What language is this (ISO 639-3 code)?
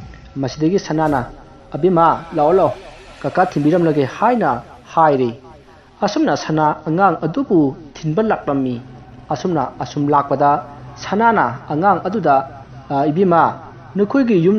mni